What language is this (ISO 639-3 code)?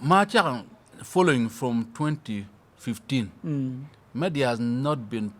ach